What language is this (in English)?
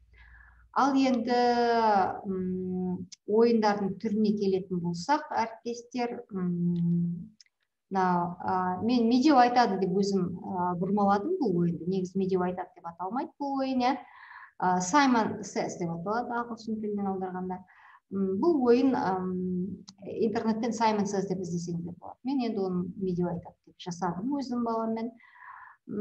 Kazakh